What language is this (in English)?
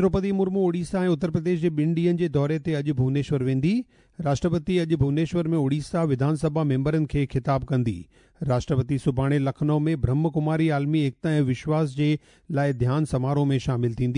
Sindhi